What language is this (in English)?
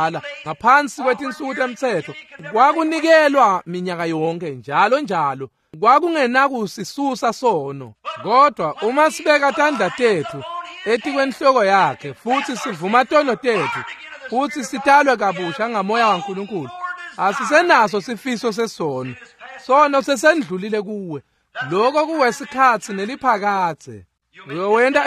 Swati